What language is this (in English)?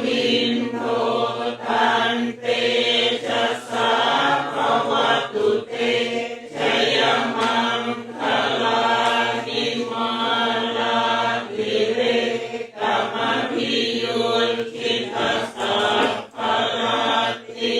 Pali